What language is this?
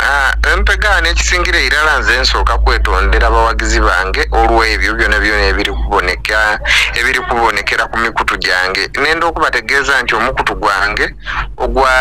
Soga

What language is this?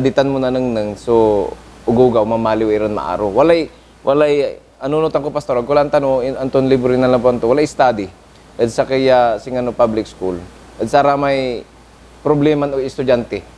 Pangasinan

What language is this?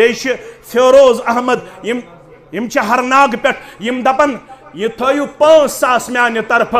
Kashmiri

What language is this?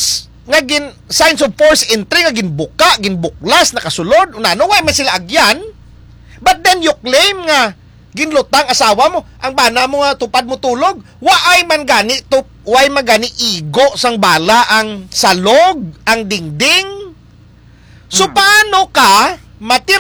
Hiligaynon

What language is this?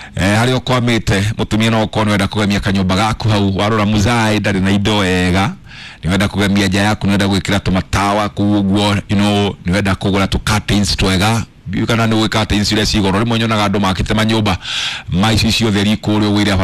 Kikuyu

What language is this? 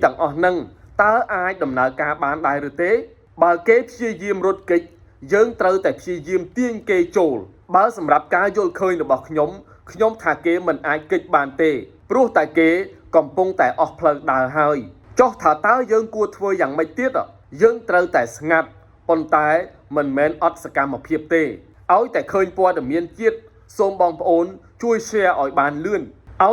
Khmer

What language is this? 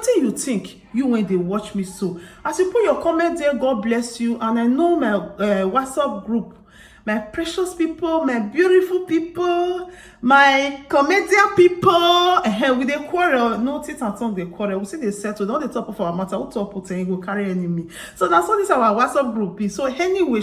Nigerian Pidgin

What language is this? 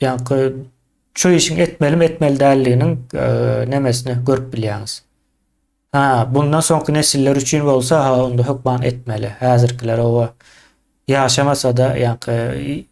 Turkmen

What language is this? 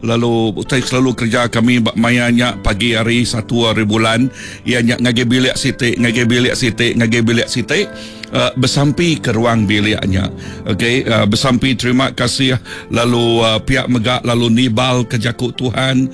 Iban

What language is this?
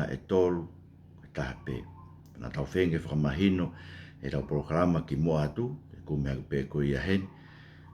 Tongan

